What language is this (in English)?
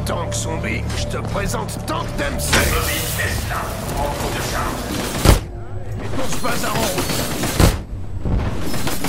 French